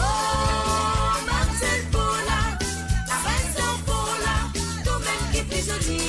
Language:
Morisyen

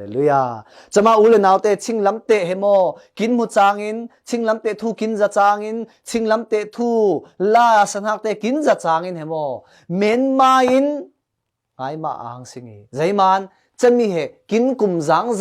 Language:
Falam Chin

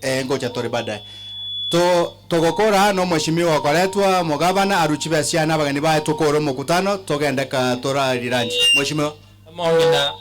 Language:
Gusii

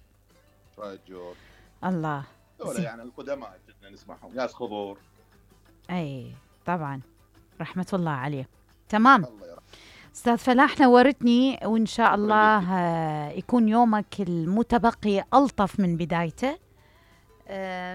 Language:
Mesopotamian Arabic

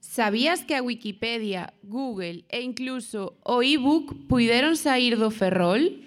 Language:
Galician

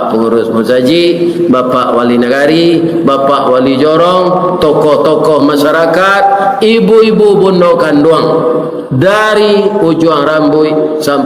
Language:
Minangkabau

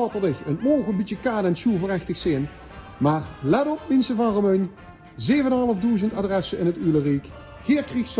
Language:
Limburgish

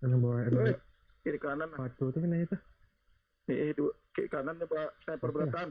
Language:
Banjar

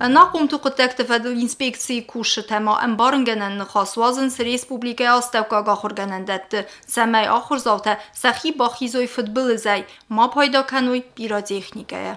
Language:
Ossetic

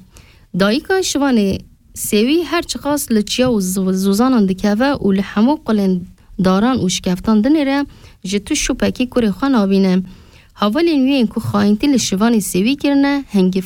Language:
Kurdish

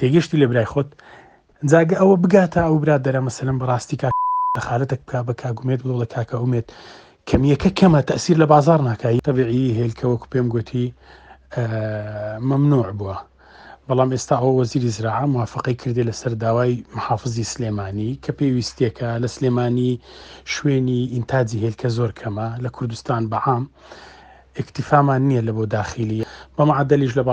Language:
Central Kurdish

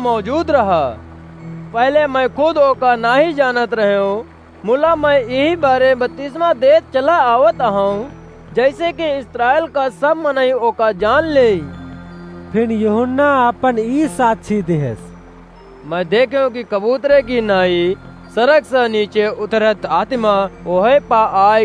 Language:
Awadhi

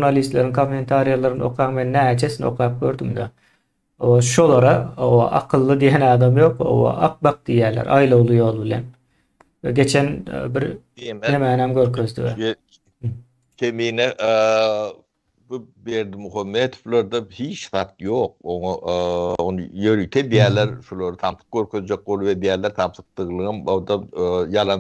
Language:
Turkmen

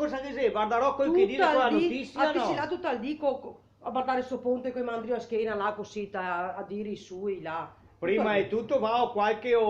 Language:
Venetian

